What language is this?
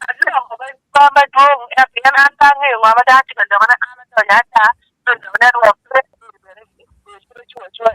Acoli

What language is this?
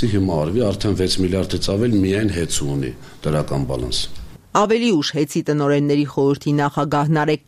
Armenian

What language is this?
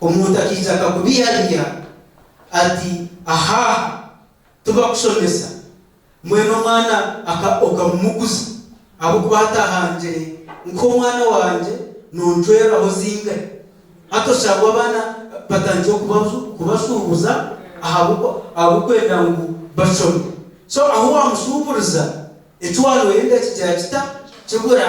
Nyankole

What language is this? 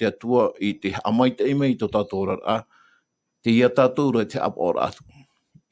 Tahitian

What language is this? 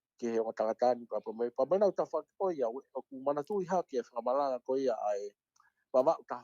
Tongan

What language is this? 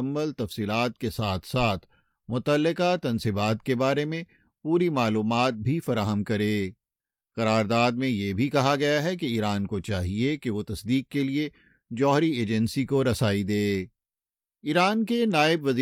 Urdu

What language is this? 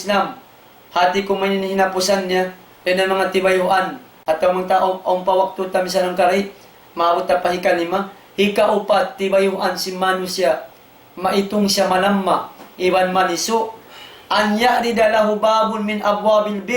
Tausug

